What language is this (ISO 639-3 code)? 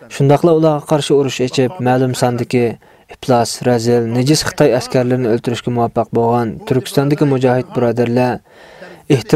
uig